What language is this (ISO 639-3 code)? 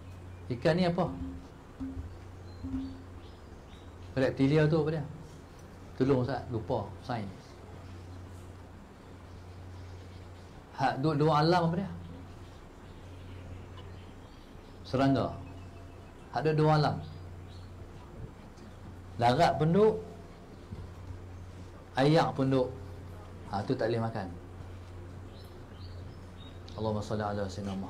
msa